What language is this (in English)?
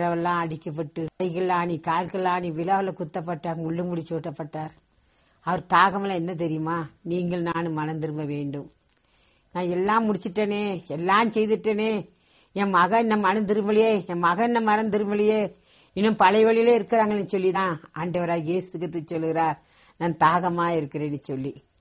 Tamil